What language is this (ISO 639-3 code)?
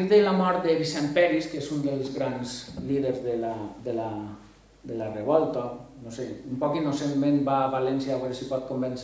cat